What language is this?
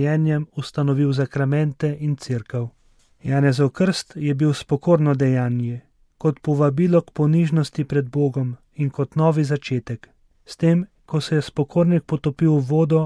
Slovenian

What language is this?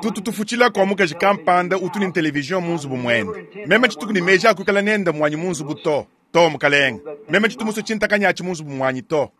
Luba-Lulua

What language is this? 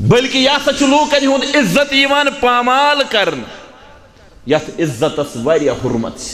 Kashmiri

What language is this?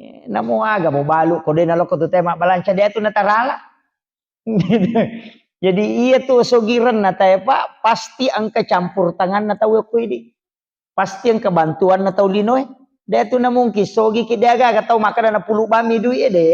Buginese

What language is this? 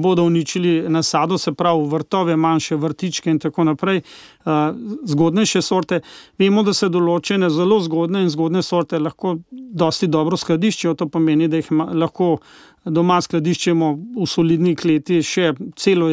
Slovenian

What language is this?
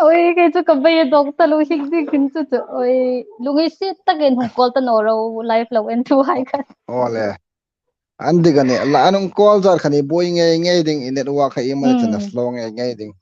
Hmar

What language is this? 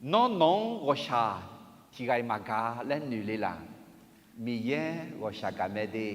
Akha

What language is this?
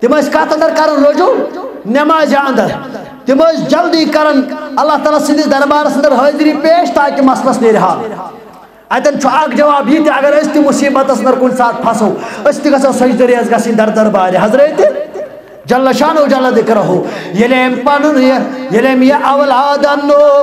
Kashmiri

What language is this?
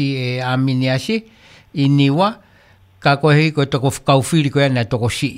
Tongan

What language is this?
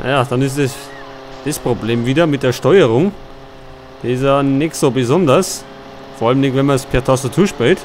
Bavarian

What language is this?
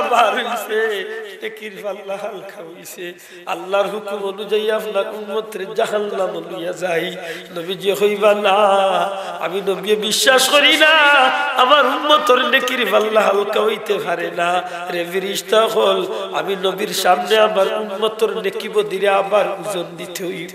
Sylheti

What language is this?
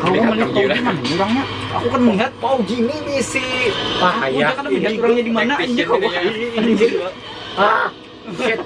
Banjar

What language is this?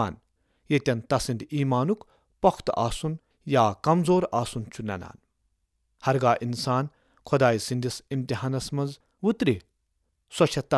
Kashmiri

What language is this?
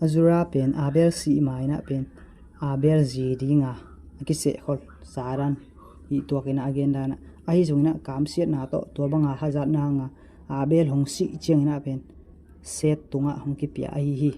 Tedim Chin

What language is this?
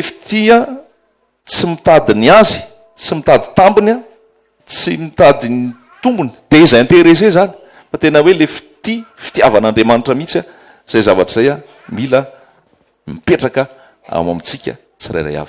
Malagasy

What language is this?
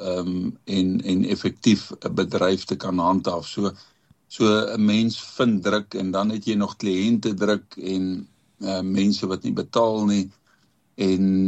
Afrikaans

